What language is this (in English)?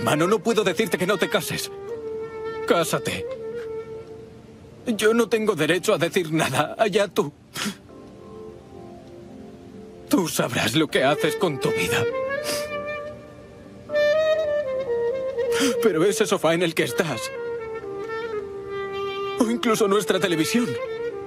Spanish